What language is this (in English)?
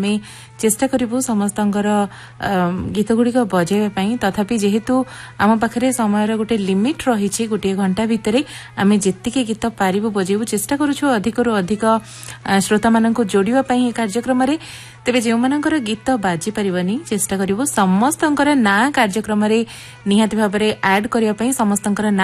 Odia